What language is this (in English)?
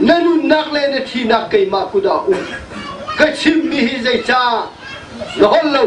Hakha Chin